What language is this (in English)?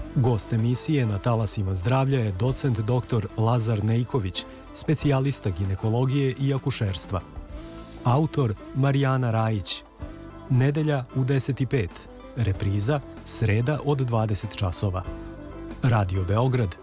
Serbian